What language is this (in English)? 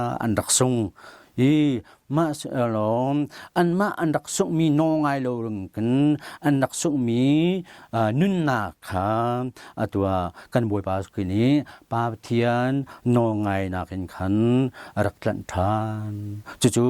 Hakha Chin